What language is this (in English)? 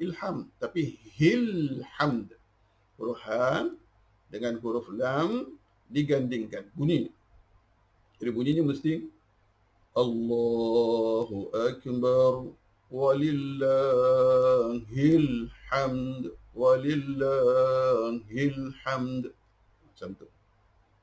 Malay